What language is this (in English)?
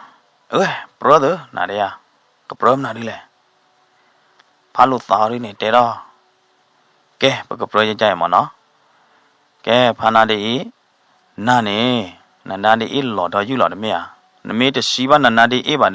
S'gaw Karen